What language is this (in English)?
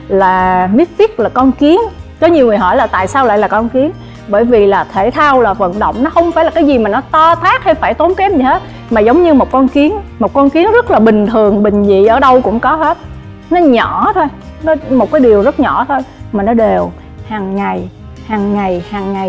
Vietnamese